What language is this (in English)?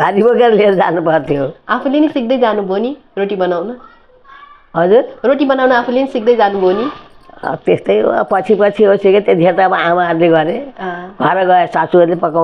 Nepali